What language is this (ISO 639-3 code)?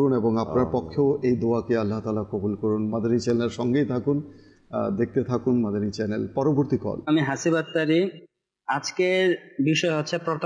ben